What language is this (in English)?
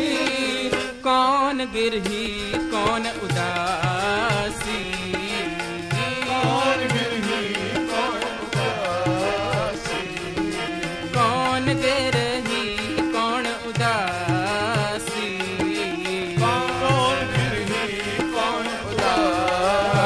Punjabi